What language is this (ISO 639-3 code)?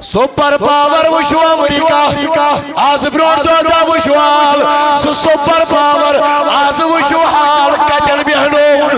kas